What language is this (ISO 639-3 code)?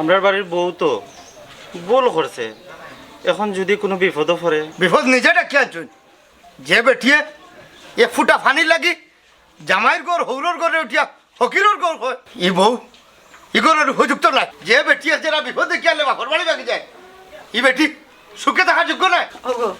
syl